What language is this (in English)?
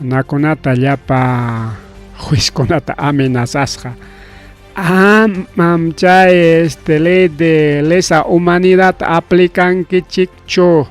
Ayacucho Quechua